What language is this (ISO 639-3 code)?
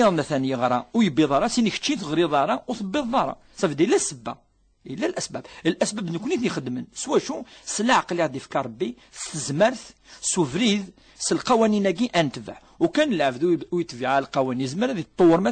kab